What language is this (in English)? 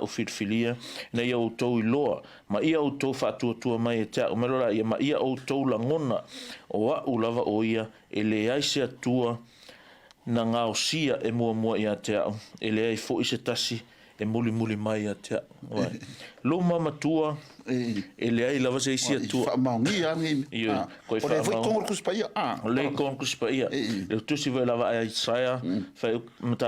Samoan